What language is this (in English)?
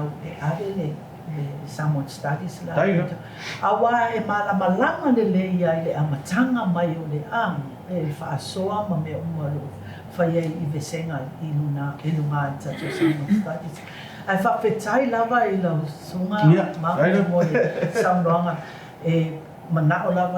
Samoan